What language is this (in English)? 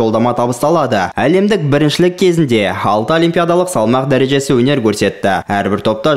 Kazakh